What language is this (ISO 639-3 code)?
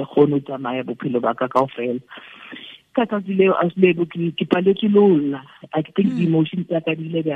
tsn